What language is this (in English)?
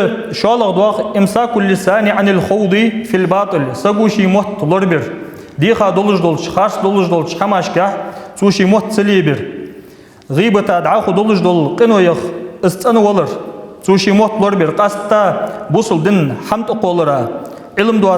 Ingush